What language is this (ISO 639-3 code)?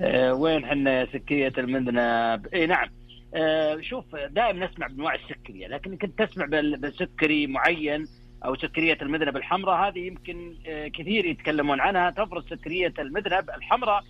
ars